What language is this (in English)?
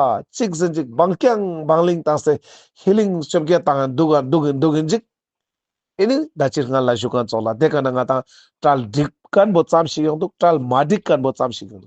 Ladakhi